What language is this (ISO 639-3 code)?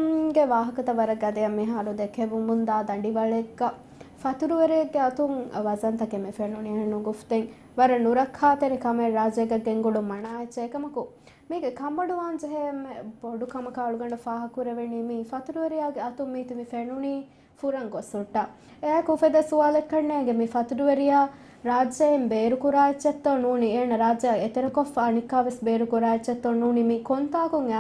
div